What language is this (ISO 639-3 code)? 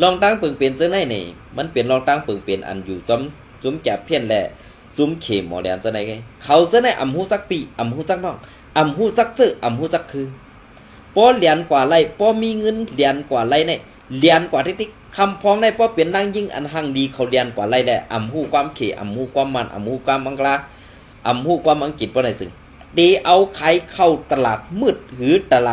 shn